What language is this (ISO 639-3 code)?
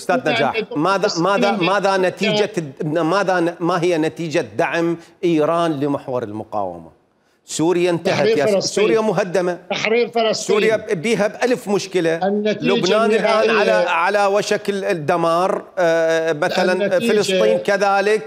acm